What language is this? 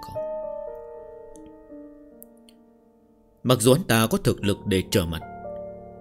Vietnamese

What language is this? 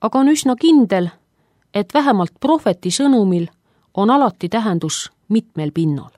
Estonian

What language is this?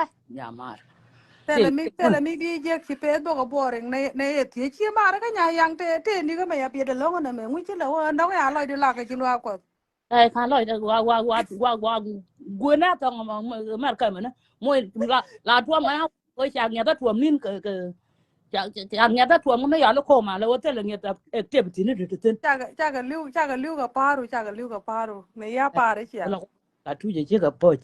Nuer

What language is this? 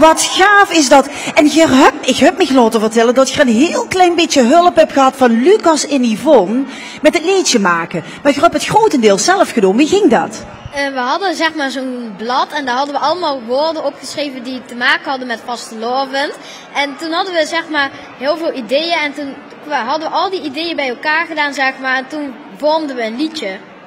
Limburgish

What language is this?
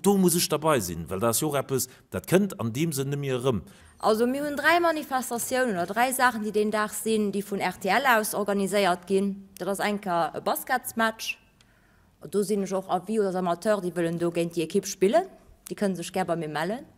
Luxembourgish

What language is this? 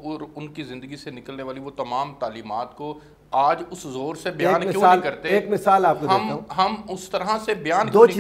Urdu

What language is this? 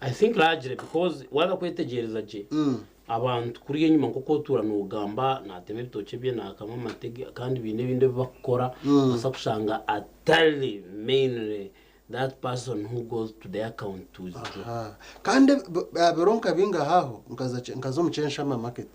Nyankole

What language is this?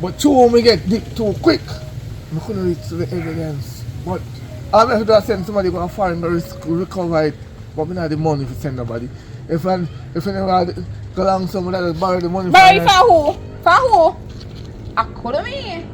Jamaican Creole English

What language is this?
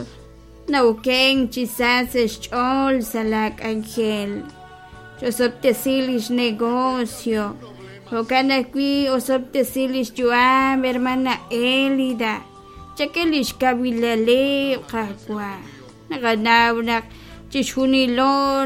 Kekchí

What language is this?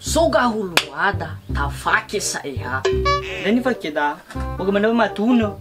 Nias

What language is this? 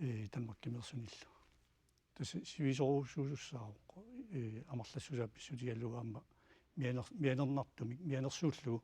Kalaallisut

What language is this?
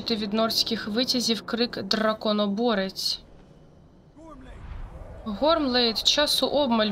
Ukrainian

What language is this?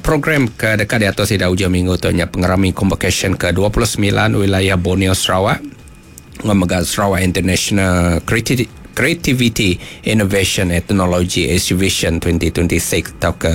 Iban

